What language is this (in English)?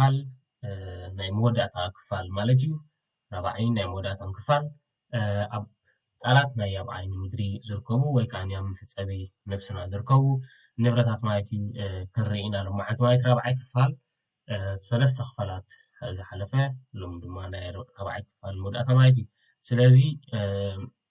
Tigrinya